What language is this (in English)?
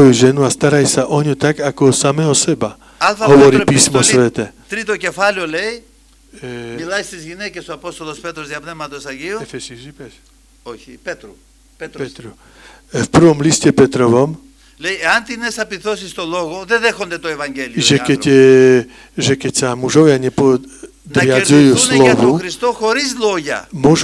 Slovak